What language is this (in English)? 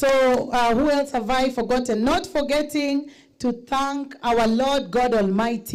Gusii